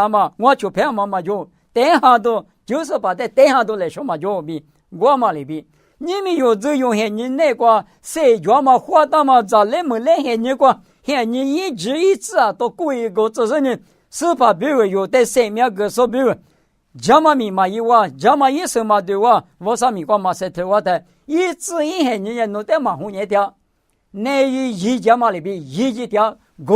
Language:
Lisu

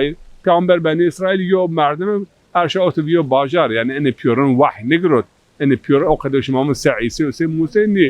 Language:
Zaza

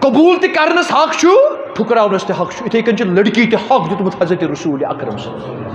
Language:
Kashmiri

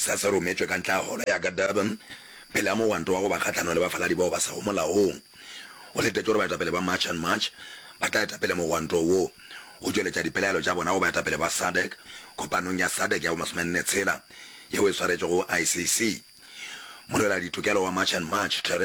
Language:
Northern Sotho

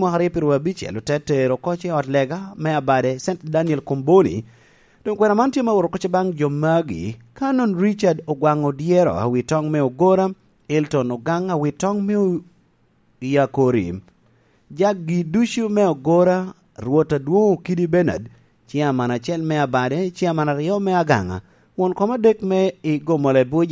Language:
Lango (Uganda)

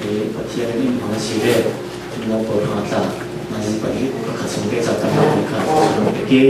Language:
Falam Chin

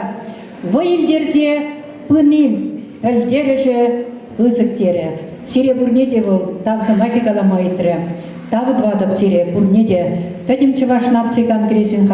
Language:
Chuvash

